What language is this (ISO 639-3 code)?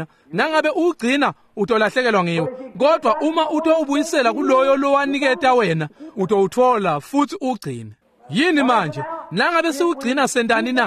ssw